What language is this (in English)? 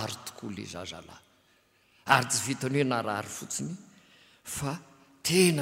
Malagasy